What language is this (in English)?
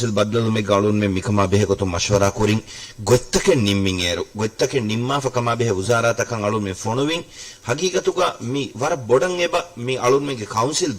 Divehi